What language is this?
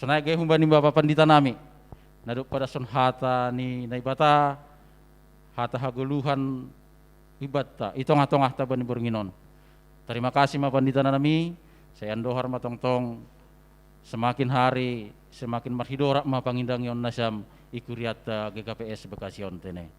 Batak Simalungun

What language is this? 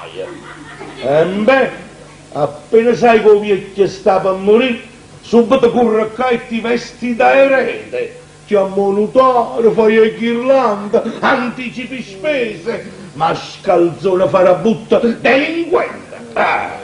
Neapolitan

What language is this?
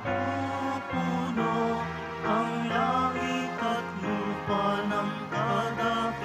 Filipino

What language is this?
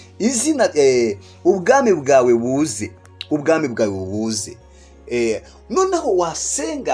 Kinyarwanda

